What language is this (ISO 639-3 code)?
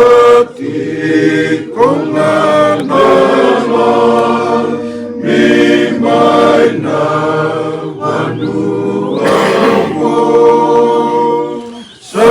fij